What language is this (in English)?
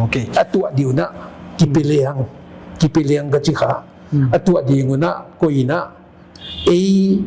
Paite Chin